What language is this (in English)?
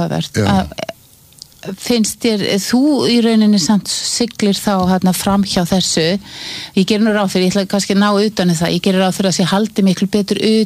Icelandic